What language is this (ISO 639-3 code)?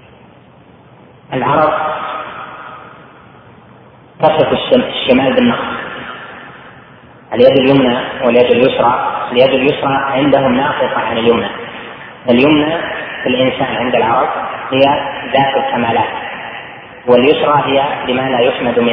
ara